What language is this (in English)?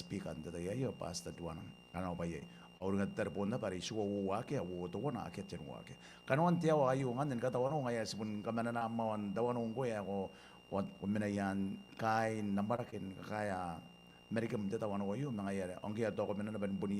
Gilbertese